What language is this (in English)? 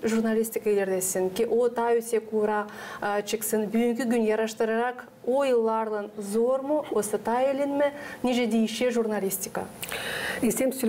Gagauz